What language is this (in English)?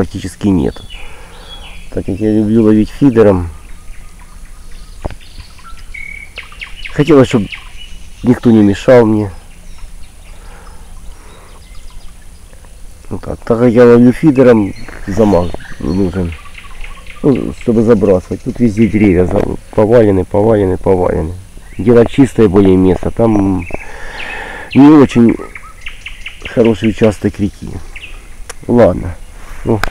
Russian